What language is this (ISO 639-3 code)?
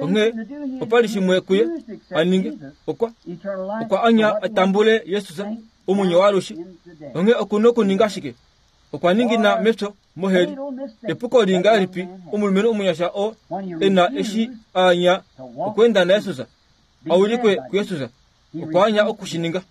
kua